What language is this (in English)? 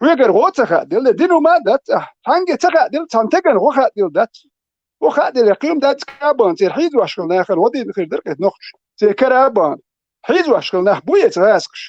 Chechen